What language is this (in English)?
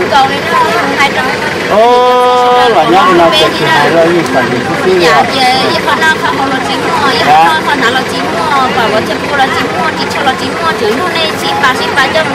Hmong